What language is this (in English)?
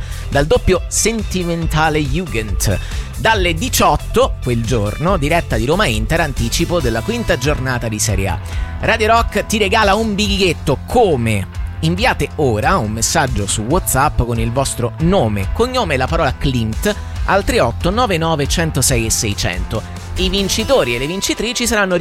Italian